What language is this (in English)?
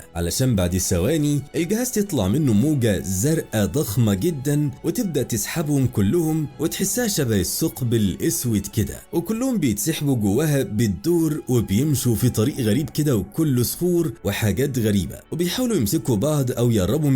Egyptian Arabic